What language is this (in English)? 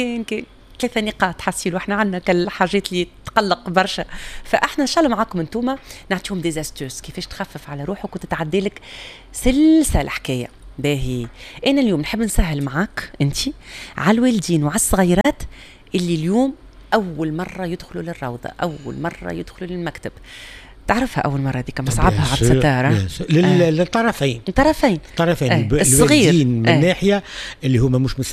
Tunisian Arabic